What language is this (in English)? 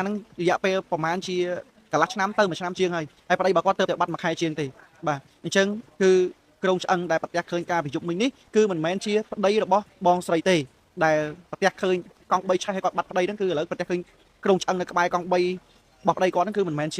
Khmer